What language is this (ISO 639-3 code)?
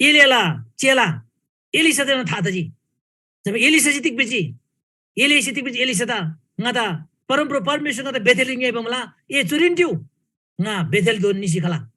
taj